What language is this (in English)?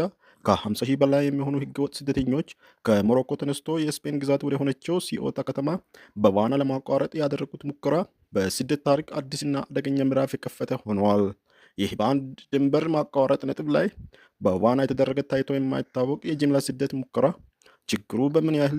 Amharic